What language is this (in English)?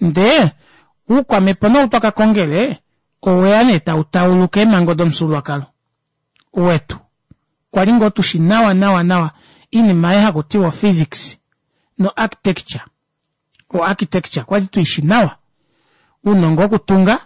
Kuanyama